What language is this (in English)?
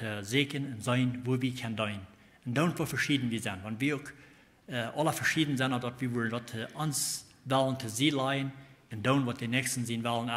Plautdietsch